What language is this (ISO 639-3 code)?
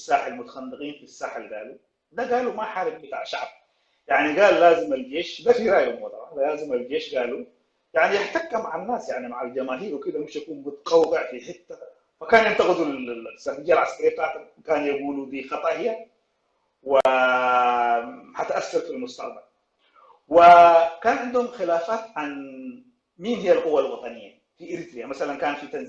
apd